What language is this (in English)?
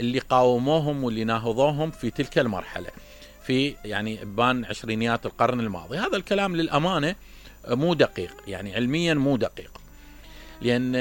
Mesopotamian Arabic